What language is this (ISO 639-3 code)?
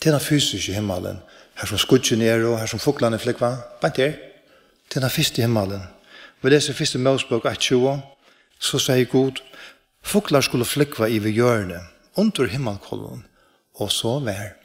fao